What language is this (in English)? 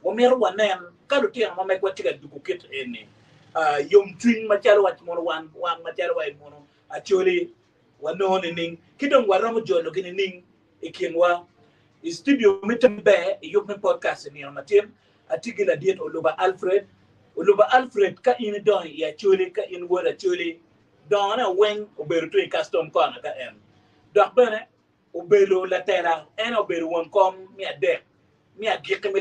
Acoli